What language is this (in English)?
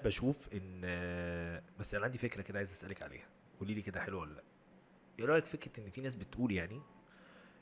Egyptian Arabic